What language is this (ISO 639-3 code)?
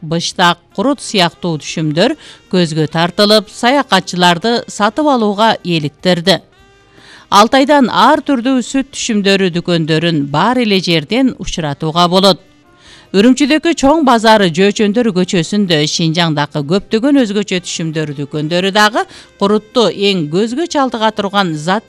kir